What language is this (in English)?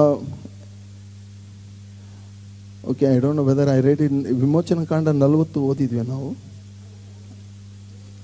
Kannada